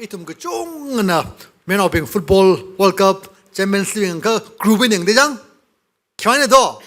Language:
Tangkhul Naga (India)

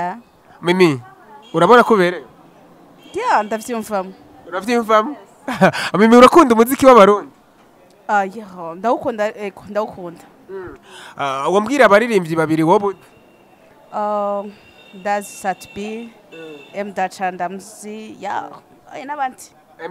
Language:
Rundi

